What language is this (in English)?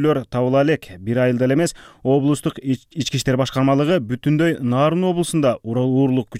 Kyrgyz